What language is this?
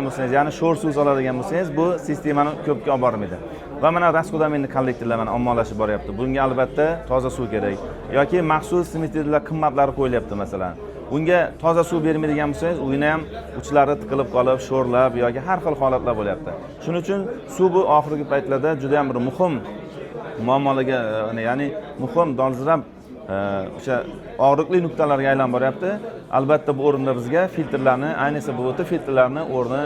Uzbek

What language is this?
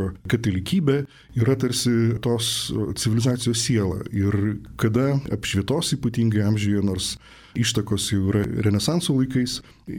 Lithuanian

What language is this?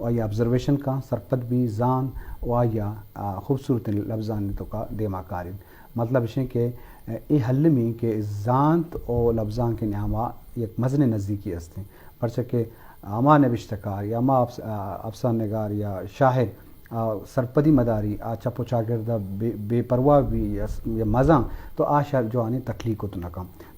Eastern Balochi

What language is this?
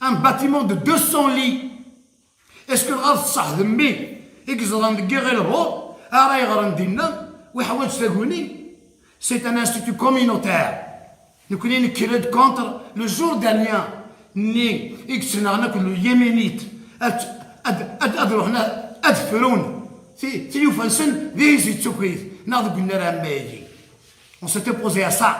Kabyle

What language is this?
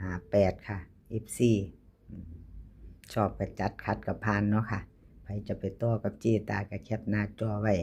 Northeastern Thai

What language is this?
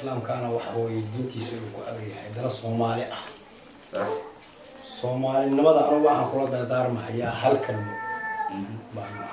Somali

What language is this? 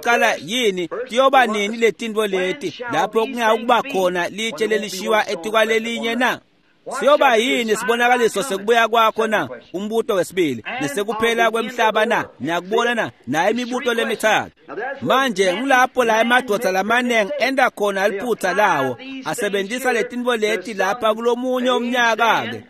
Swati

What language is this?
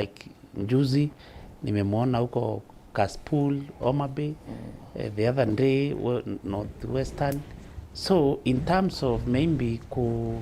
Meru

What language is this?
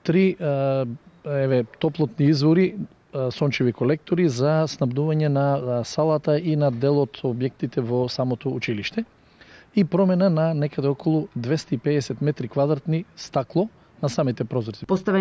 Macedonian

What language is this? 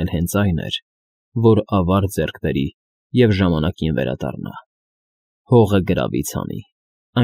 Armenian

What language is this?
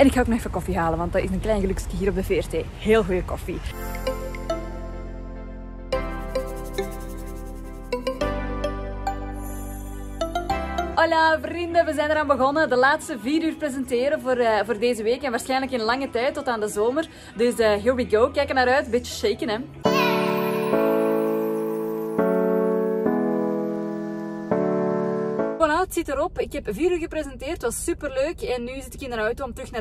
Dutch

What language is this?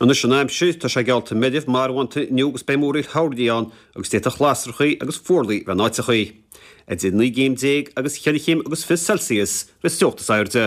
Irish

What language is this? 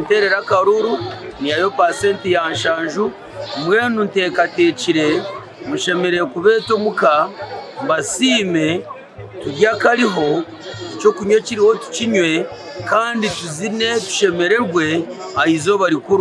Nyankole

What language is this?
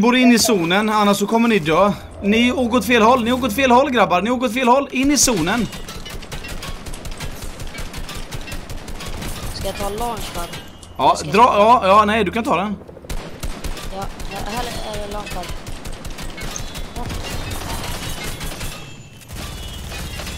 Swedish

